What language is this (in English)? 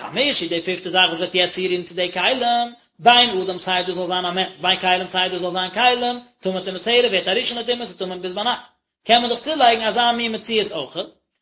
Yiddish